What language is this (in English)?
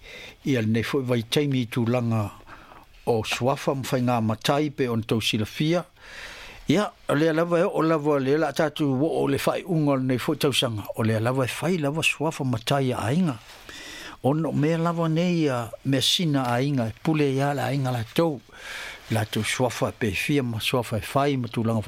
Samoan